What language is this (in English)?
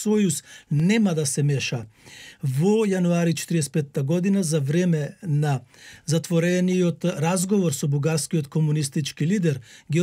Macedonian